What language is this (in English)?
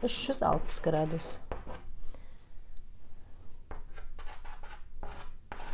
Kazakh